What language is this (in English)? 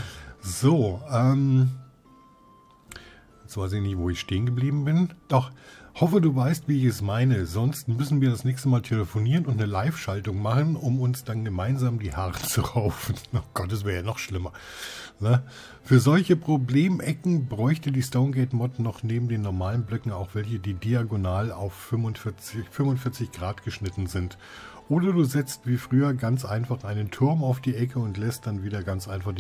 German